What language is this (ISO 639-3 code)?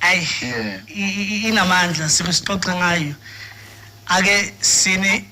zul